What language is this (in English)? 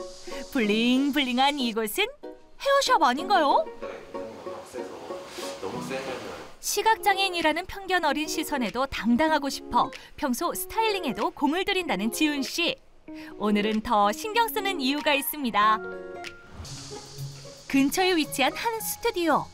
Korean